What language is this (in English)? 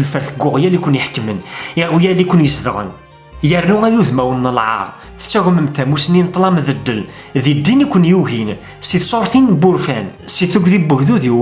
Kabyle